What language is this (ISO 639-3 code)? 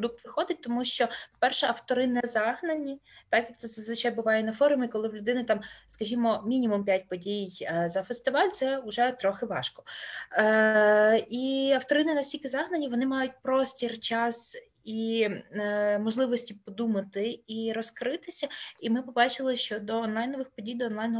ukr